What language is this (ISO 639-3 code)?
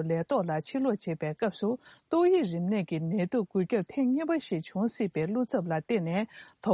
bod